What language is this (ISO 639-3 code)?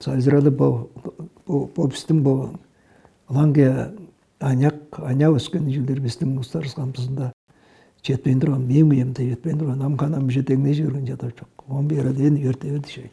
tyv